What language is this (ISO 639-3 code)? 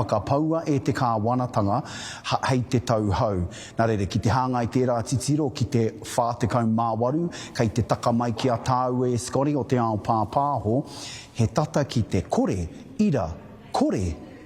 mri